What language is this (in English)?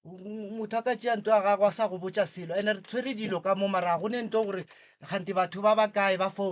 Northern Sotho